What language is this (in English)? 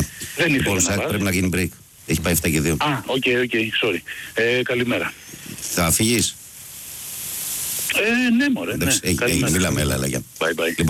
Greek